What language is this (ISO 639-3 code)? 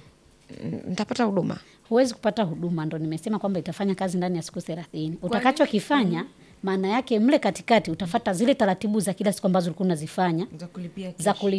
swa